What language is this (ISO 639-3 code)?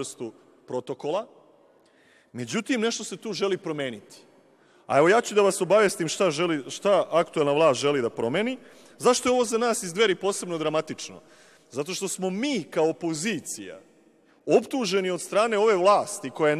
srp